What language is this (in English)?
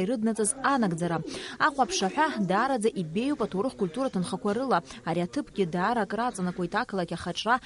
Abkhazian